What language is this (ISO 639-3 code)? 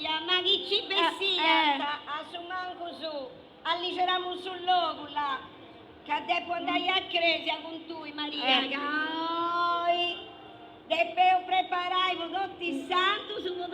srd